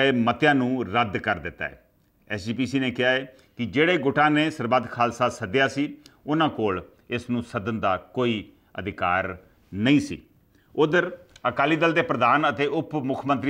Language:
Punjabi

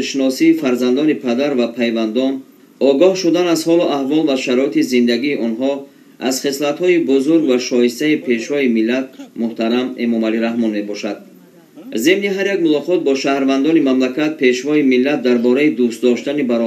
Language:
Tajik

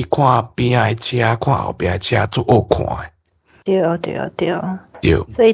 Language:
Min Nan Chinese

